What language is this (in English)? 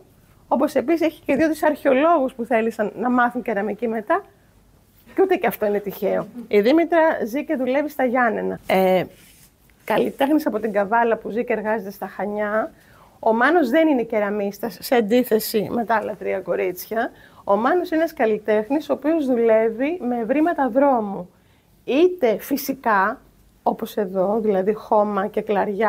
Greek